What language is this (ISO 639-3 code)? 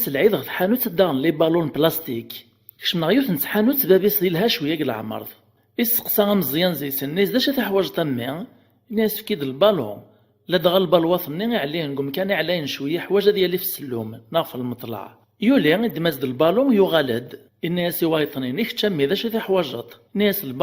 kab